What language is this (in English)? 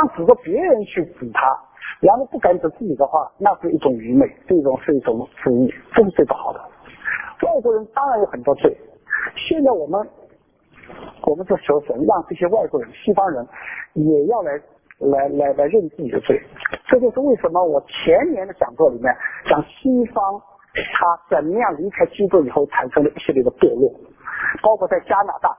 Chinese